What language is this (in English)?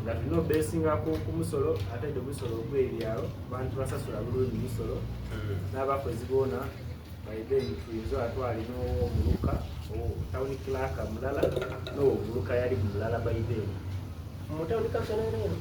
Soga